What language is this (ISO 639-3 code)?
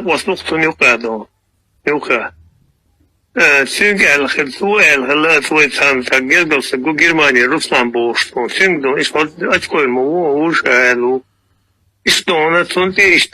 che